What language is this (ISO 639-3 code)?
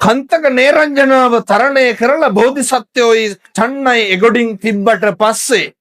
sin